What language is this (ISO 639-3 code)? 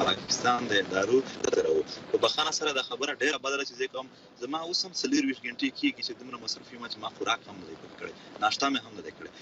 pus